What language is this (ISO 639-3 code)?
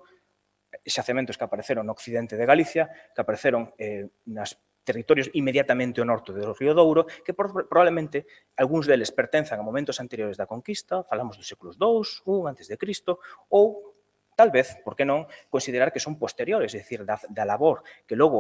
glg